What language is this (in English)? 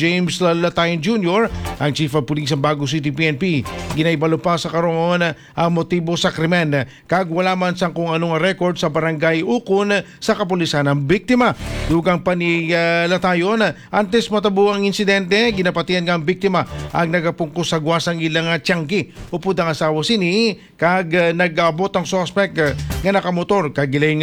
Hiligaynon